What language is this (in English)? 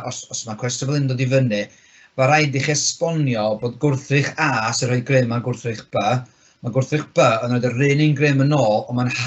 Welsh